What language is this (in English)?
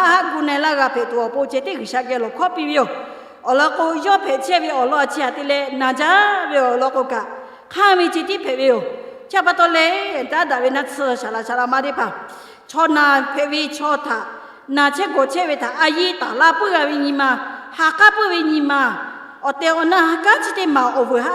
Lahu